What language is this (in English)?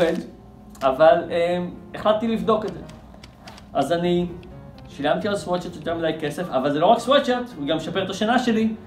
Hebrew